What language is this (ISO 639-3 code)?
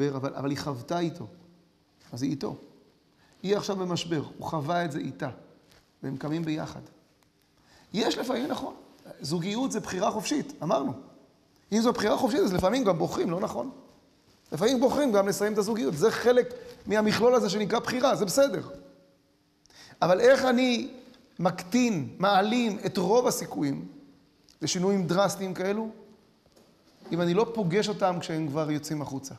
heb